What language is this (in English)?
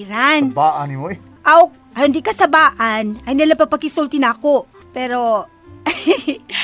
Cebuano